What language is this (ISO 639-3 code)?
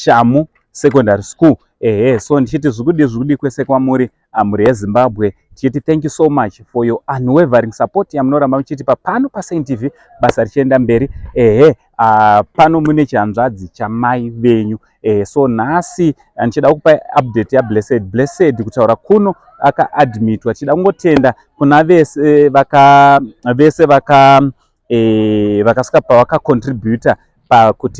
sna